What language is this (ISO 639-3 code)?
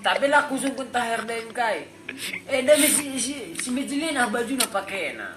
btx